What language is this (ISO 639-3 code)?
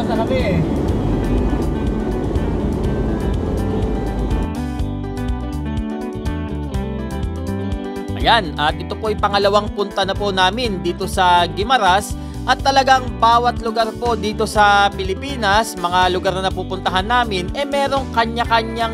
fil